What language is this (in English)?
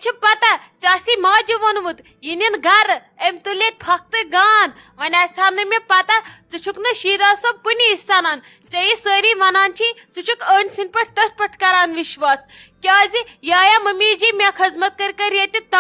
Kashmiri